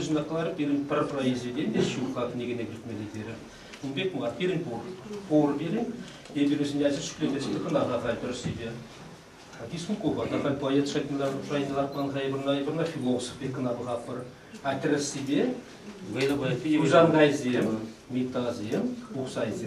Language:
Chuvash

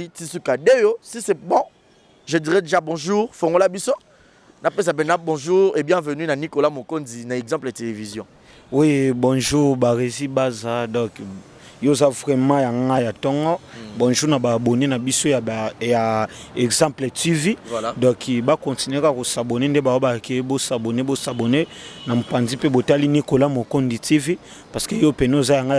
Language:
Lingala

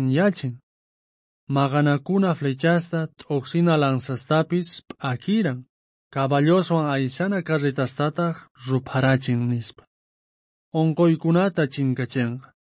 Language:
South Bolivian Quechua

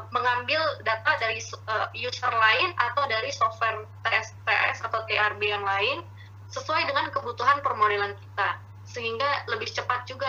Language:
Indonesian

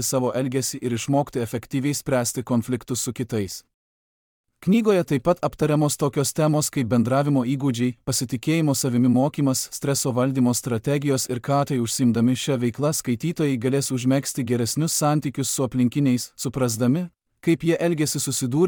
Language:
Lithuanian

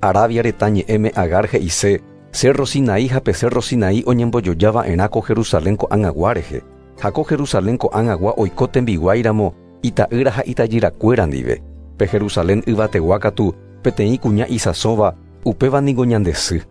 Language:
Guarani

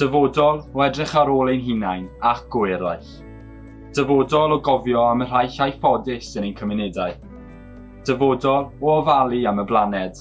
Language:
Welsh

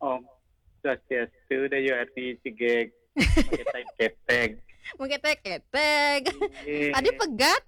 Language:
Balinese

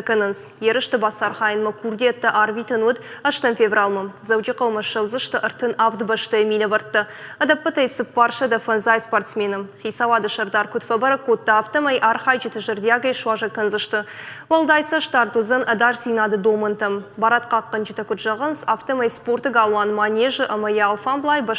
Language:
Ossetic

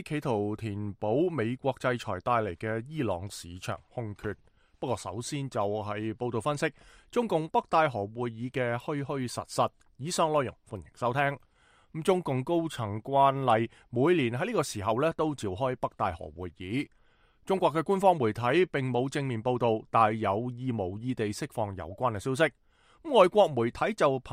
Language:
Cantonese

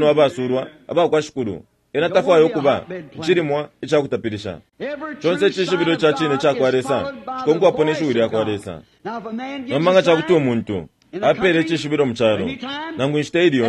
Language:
Bemba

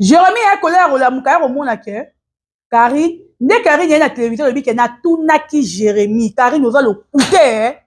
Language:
Lingala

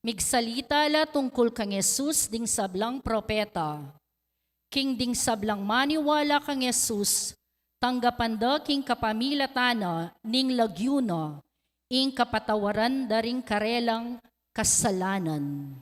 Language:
Pampanga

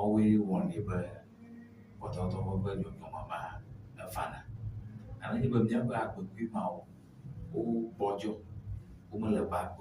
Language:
Ewe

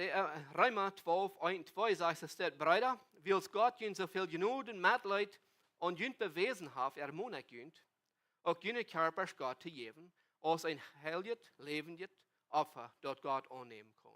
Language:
Plautdietsch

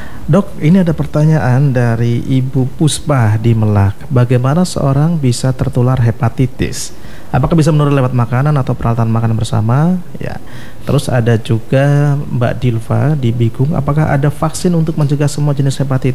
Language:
Indonesian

